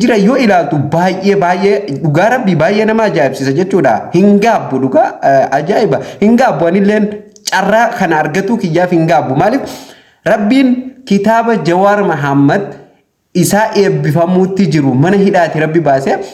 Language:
Oromo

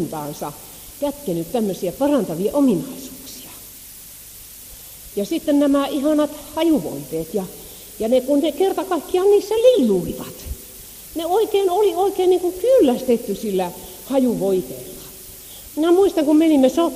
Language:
Finnish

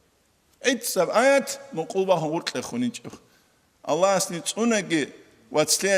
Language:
Avaric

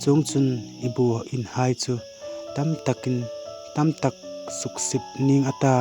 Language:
Hmar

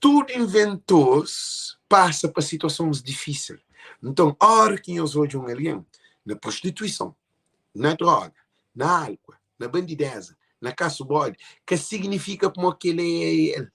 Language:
Kabuverdianu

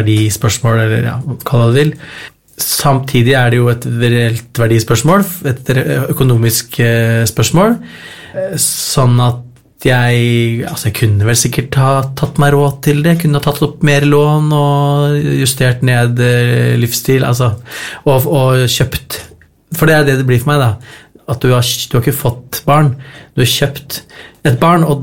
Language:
Norwegian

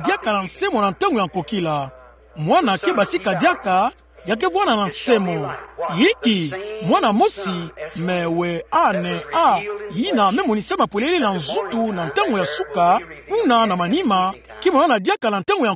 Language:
Kituba (Democratic Republic of Congo)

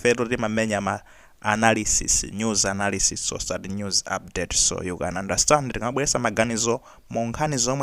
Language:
Nyanja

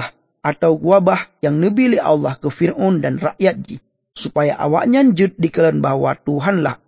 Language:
Achinese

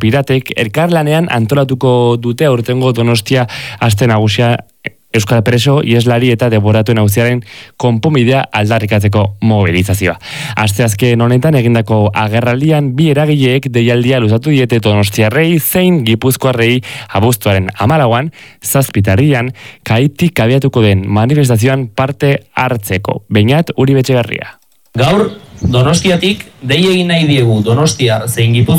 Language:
Basque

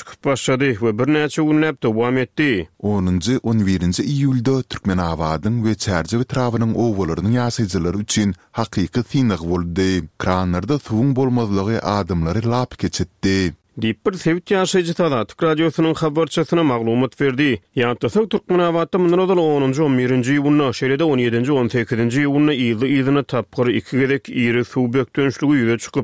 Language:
Turkmen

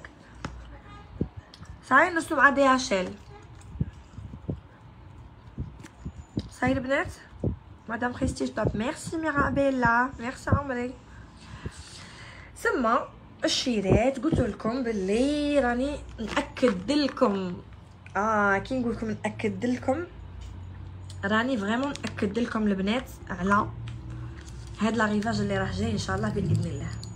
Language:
Algerian Arabic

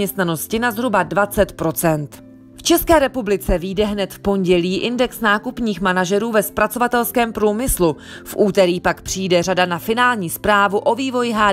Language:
Czech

